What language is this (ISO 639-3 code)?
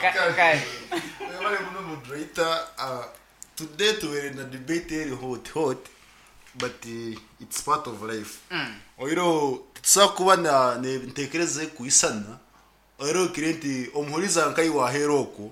nyo